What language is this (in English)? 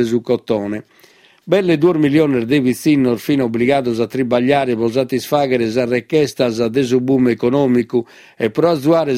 Sardinian